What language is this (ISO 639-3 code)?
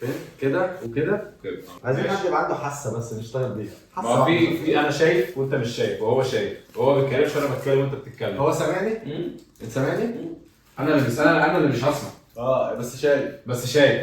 arz